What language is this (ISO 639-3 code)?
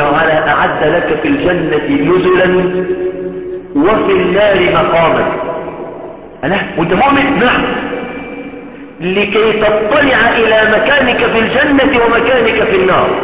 ara